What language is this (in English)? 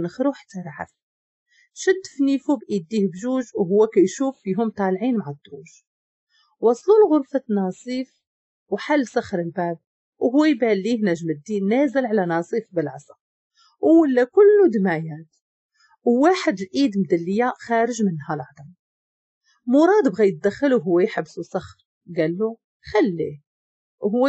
Moroccan Arabic